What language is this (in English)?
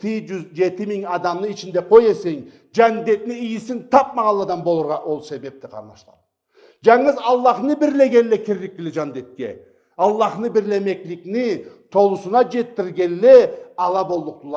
Karachay-Balkar